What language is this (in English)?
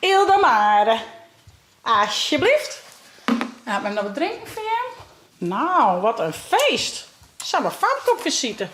Western Frisian